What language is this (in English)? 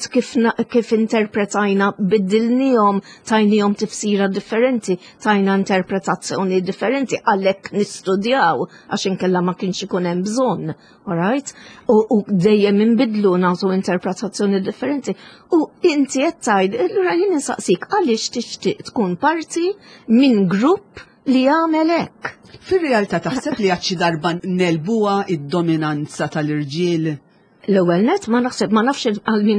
Maltese